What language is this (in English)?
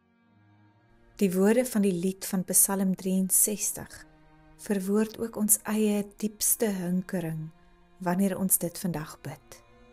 Afrikaans